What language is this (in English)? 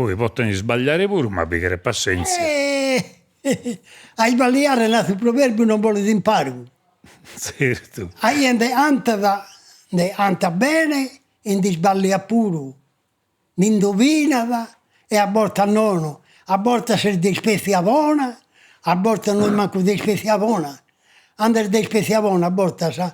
Sardinian